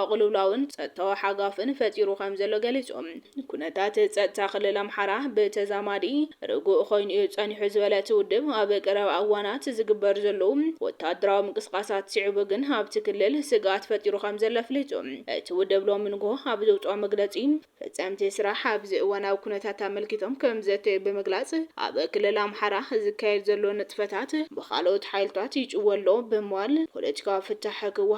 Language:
Tigrinya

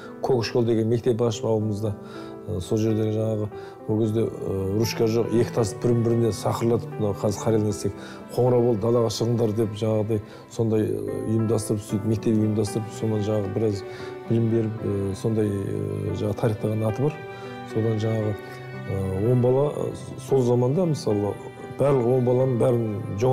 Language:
Kazakh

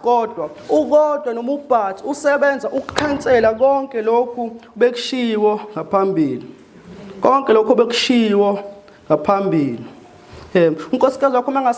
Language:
Zulu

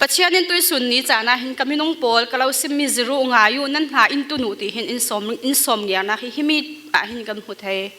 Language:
Falam Chin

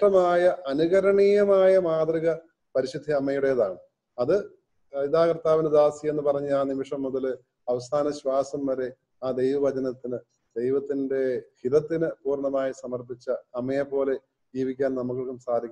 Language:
Malayalam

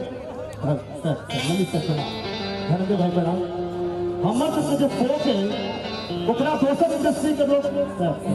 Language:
Maithili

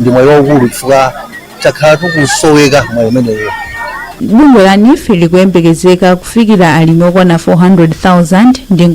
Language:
Nyanja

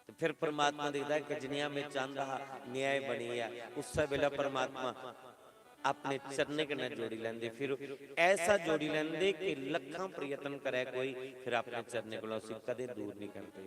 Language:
Dogri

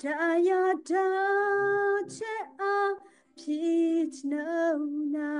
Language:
Western Kayah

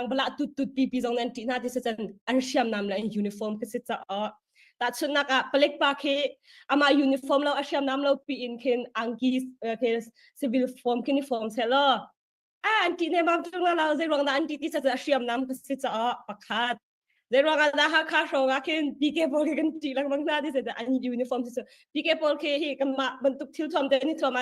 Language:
Hakha Chin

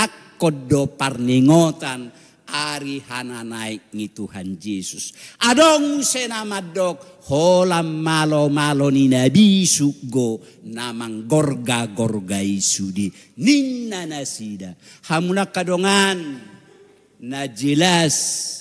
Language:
Batak Toba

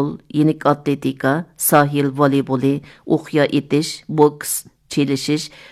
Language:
Uyghur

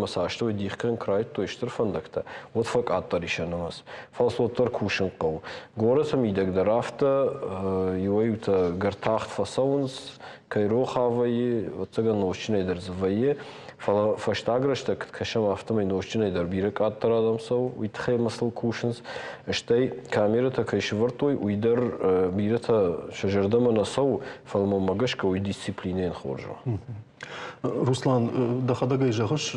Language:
Ossetic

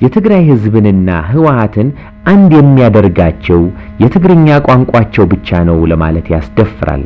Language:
Amharic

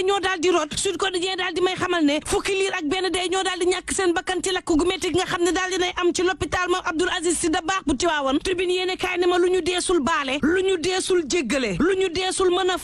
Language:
Wolof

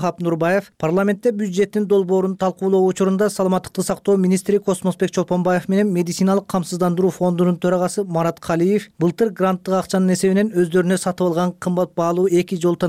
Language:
Kyrgyz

